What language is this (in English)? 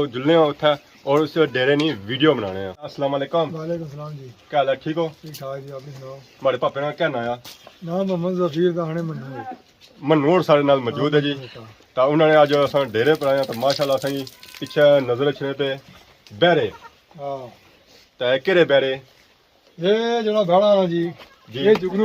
Pahari-Potwari